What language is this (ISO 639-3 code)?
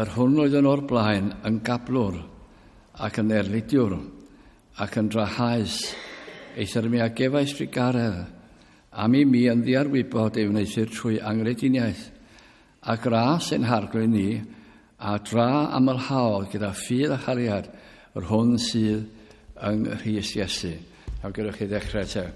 cym